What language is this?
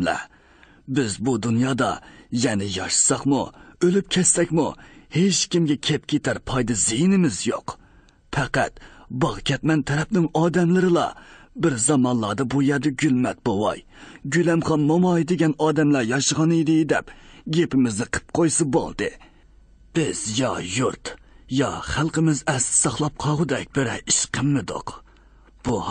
Uyghur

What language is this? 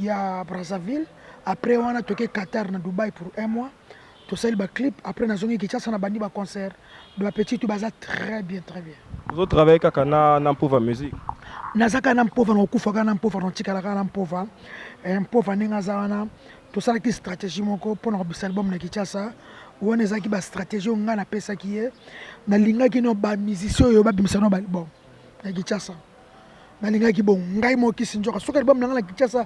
Lingala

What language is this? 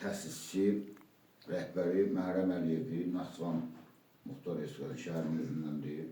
Azerbaijani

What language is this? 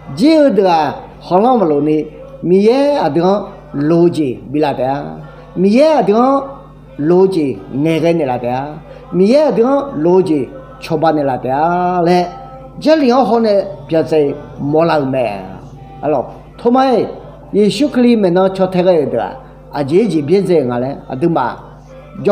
Akha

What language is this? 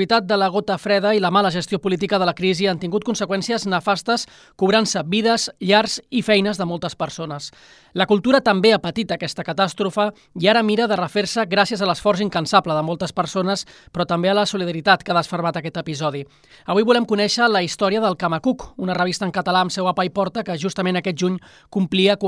Catalan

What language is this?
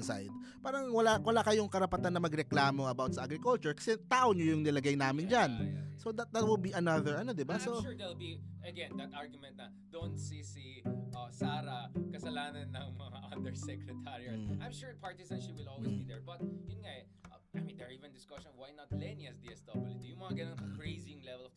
Filipino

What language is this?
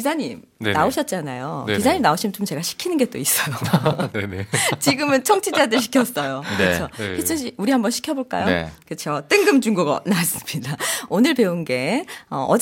Korean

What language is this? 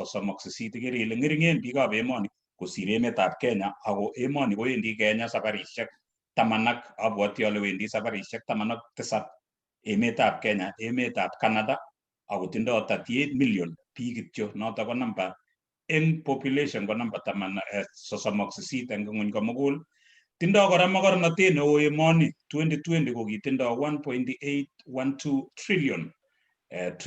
Kalenjin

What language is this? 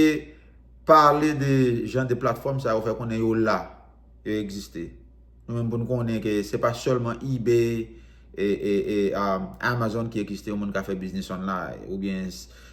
Haitian Creole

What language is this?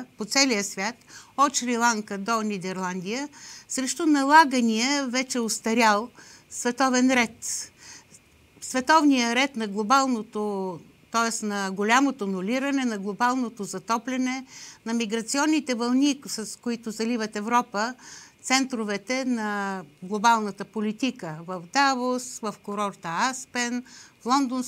Bulgarian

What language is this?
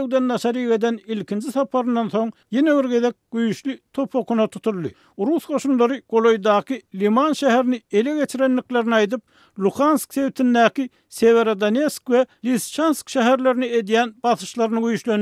Turkmen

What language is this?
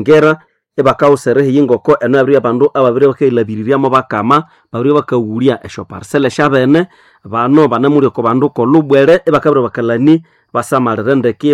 Nande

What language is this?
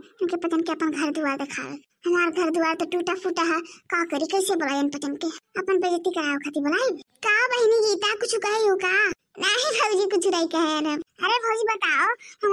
Awadhi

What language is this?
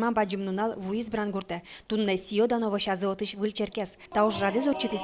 Udmurt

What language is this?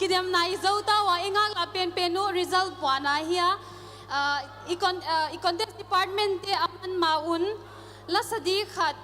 Paite Chin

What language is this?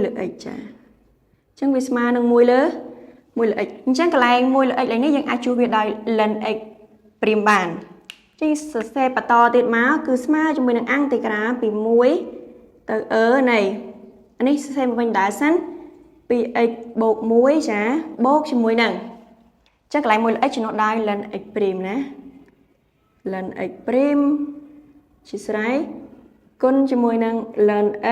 Khmer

